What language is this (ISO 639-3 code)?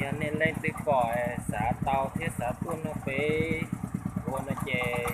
hmn